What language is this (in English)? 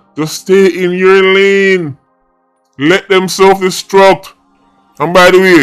Jamaican Creole English